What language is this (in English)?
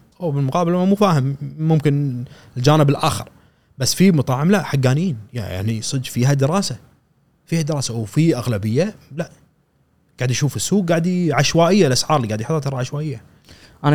Gulf Arabic